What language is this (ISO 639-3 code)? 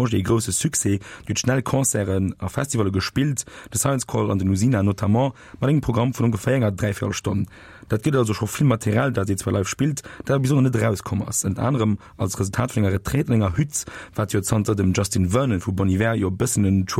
ltz